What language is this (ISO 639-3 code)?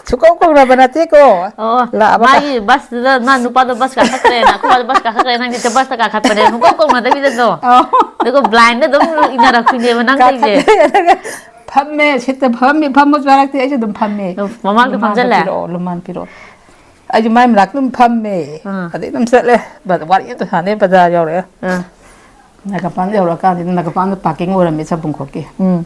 mni